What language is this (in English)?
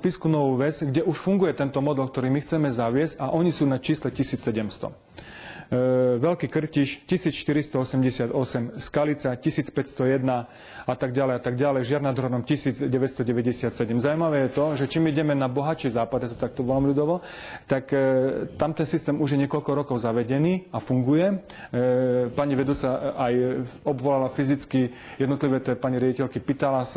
Slovak